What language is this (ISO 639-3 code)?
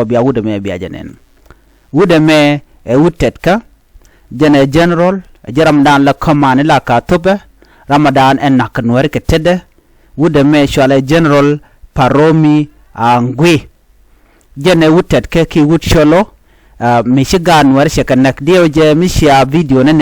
nus